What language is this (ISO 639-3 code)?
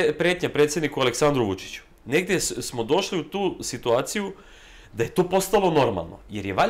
srp